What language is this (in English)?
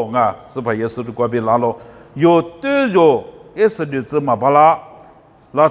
Lisu